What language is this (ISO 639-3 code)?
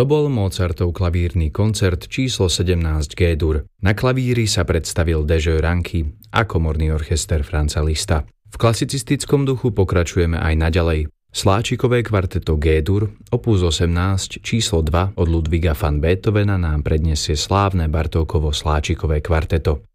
slk